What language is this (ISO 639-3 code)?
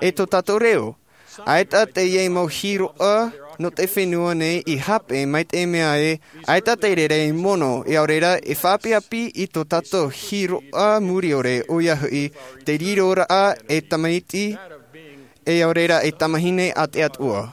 tah